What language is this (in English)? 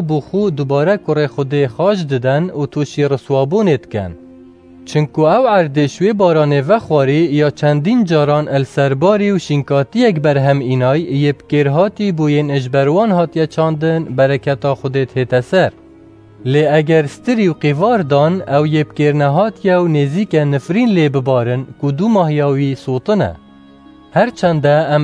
Kurdish